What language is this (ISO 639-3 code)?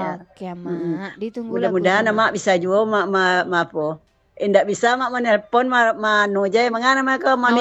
min